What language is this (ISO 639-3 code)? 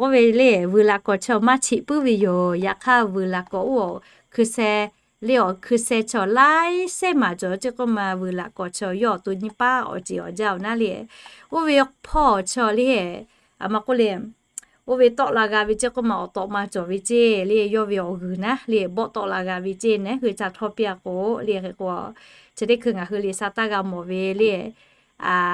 lhu